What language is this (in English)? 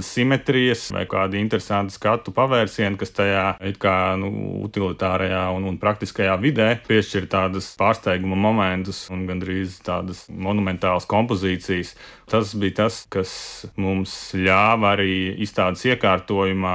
Latvian